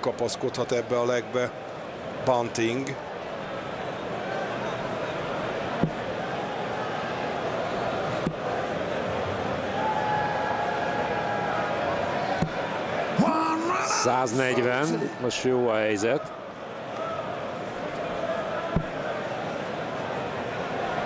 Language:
Hungarian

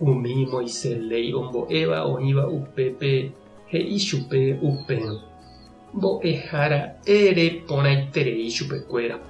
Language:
Guarani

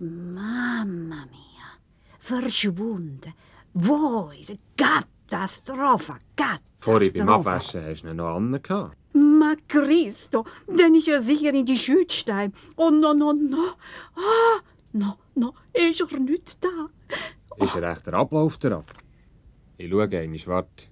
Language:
Swiss German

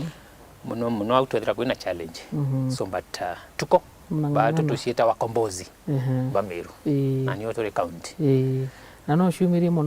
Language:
Meru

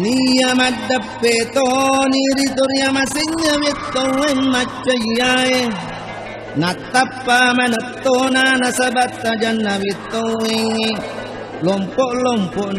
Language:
Buginese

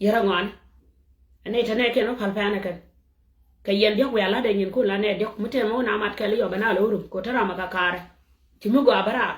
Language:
Nuer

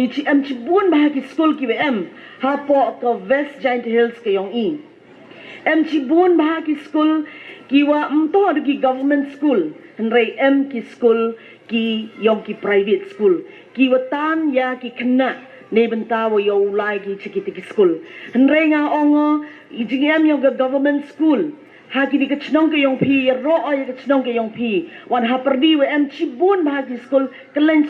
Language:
Pnar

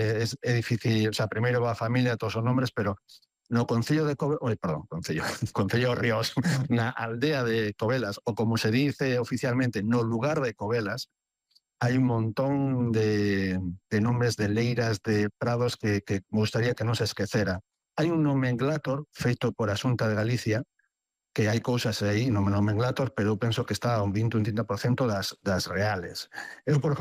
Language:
Galician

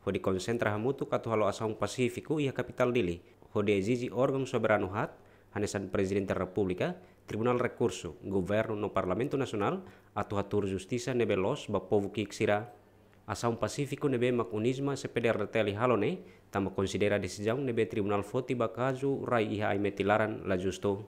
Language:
Tetum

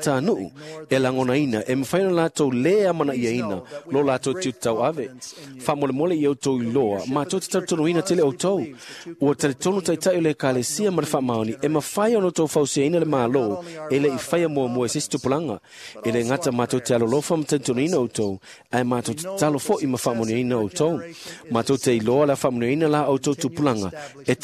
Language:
Samoan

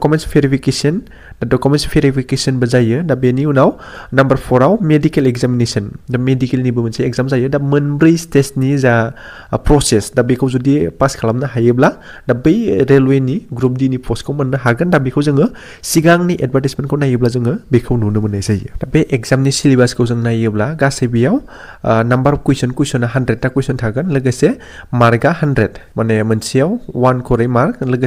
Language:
Bodo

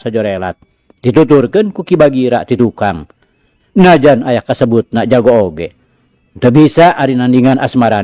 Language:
Sundanese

